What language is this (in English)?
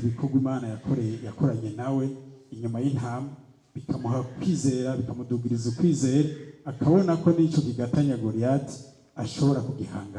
Rundi